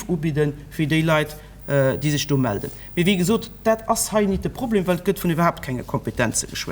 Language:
Luxembourgish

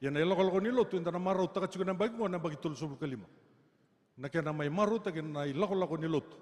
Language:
Fijian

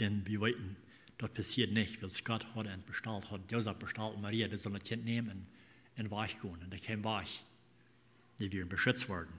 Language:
Plautdietsch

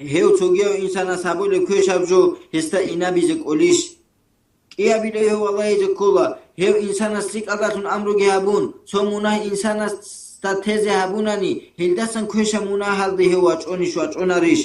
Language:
Avaric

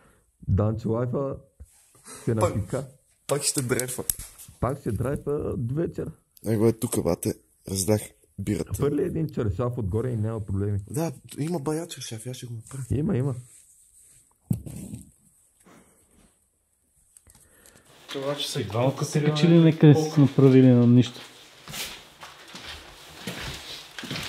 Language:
Bulgarian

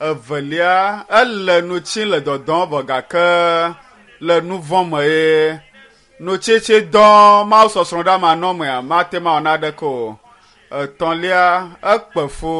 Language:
Ewe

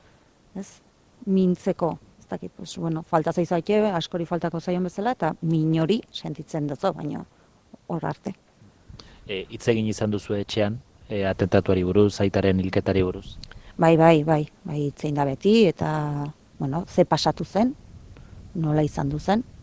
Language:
Basque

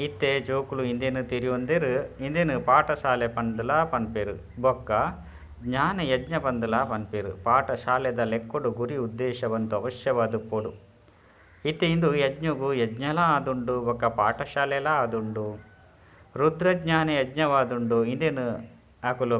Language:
Tulu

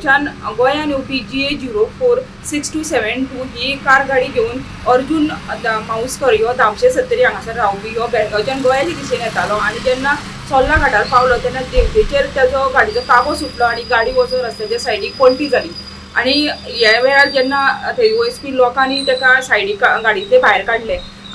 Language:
Konkani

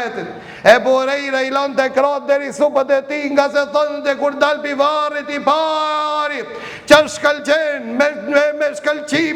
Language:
Albanian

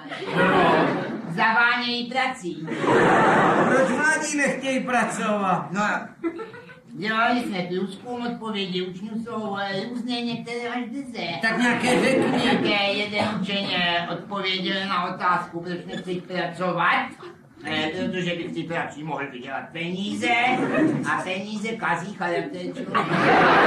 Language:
Czech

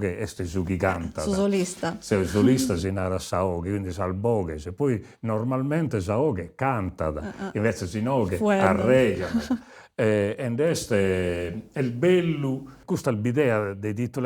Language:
Sardinian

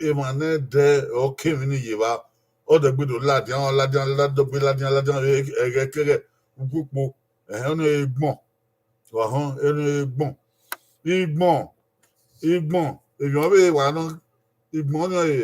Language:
Bini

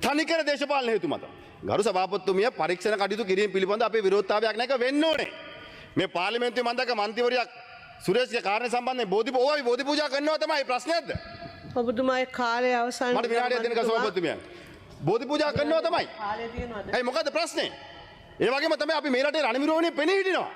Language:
Sinhala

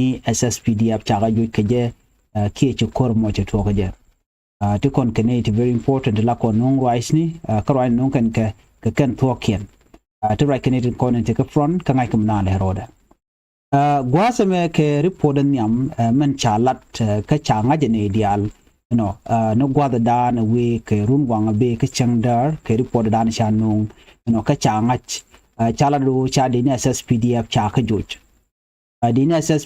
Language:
Nuer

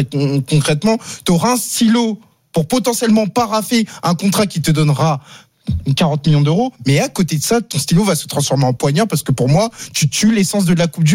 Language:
French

